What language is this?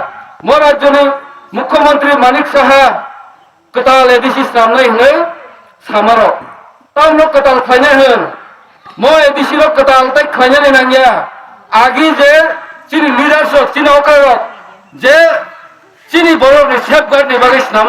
Kok Borok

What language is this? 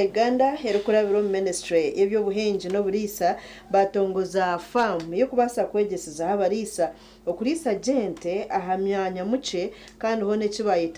Nyankole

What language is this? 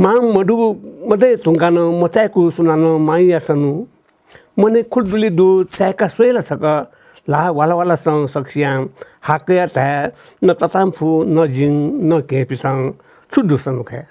Newari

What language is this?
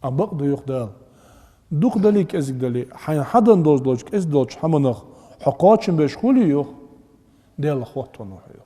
Ingush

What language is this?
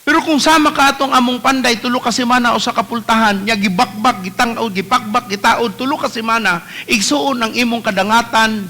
Cebuano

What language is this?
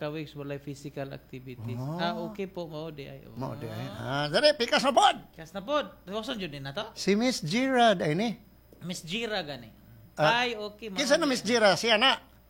Cebuano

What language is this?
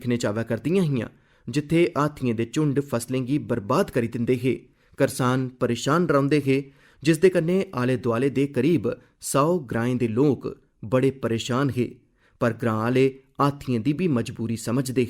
Dogri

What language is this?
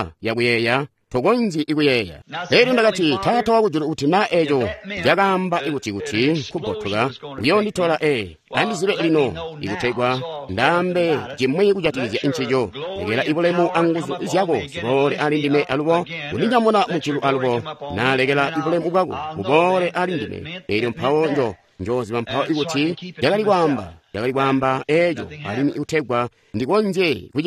Tonga (Zambia)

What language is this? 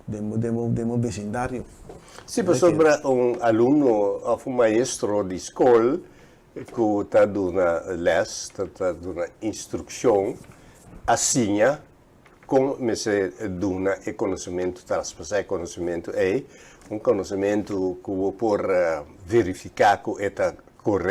Papiamento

